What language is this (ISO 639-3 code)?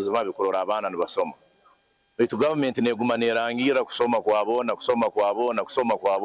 nyn